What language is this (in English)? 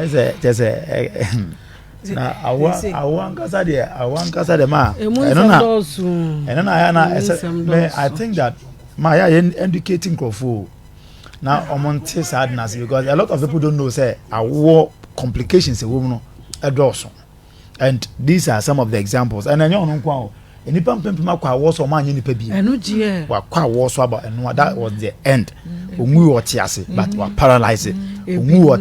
Akan